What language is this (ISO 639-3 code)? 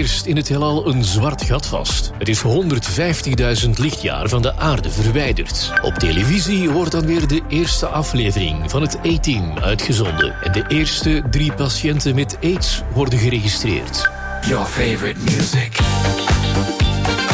nld